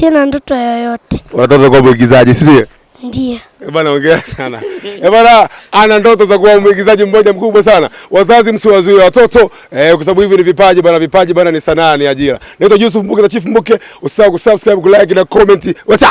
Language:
Swahili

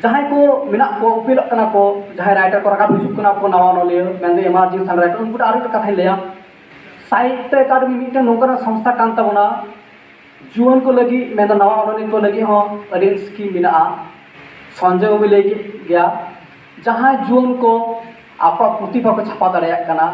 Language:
Santali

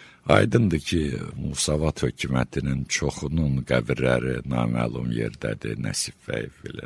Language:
Azerbaijani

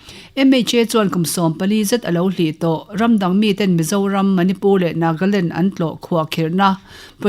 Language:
Mizo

